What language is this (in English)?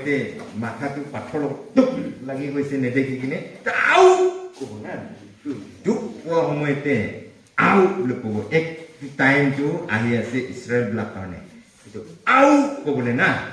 Naga Pidgin